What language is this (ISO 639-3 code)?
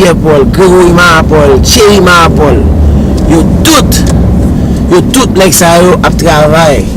hat